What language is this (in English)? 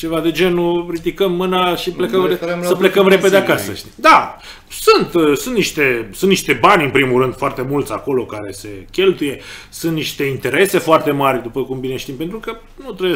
Romanian